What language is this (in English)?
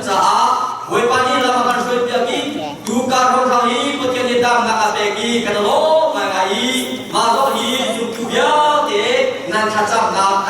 Falam Chin